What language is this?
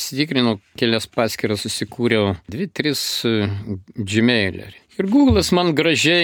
Lithuanian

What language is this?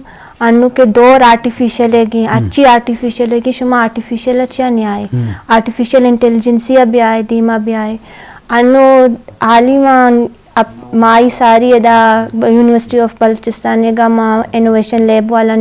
Eastern Balochi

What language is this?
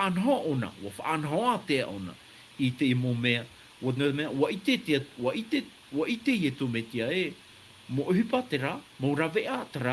Tahitian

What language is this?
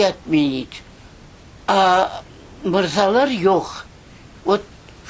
Crimean Tatar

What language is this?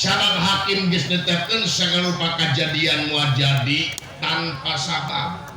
Sundanese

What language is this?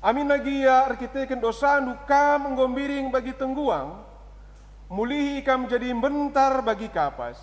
Batak Karo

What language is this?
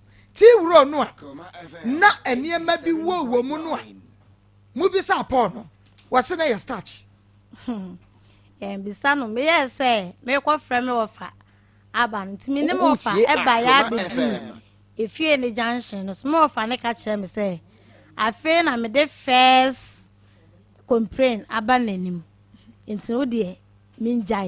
Akan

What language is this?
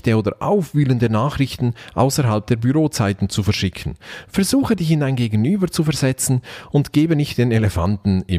German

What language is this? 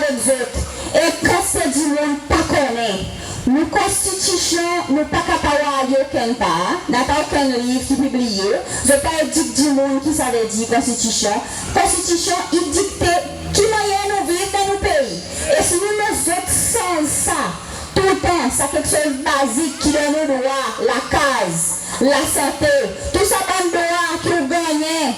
Seselwa Creole French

